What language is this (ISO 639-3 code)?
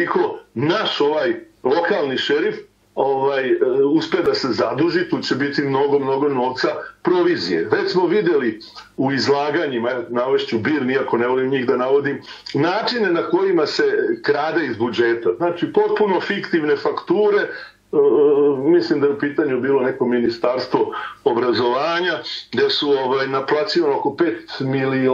srp